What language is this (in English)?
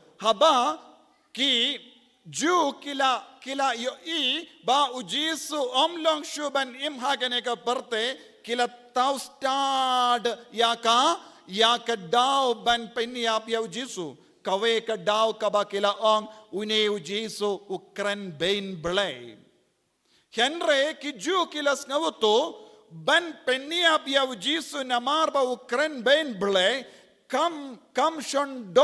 Khasi